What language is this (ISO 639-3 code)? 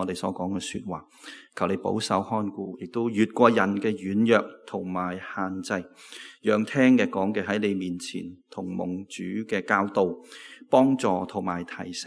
yue